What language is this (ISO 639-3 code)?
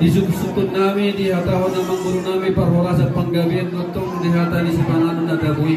bbc